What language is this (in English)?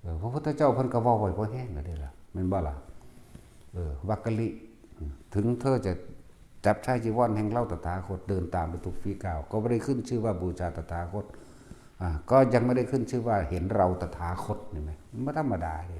Northeastern Thai